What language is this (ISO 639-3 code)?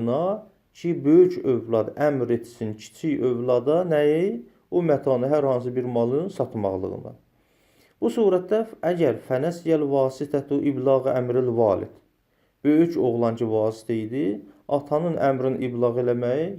aze